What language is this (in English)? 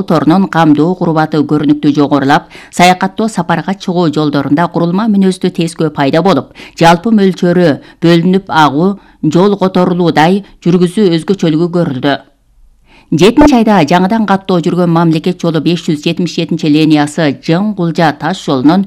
Kyrgyz